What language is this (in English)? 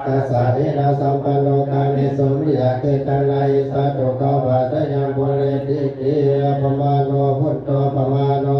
Pali